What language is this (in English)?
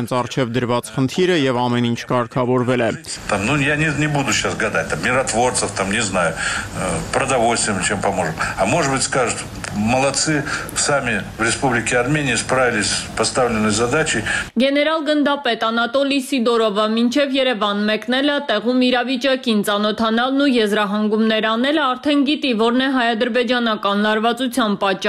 Armenian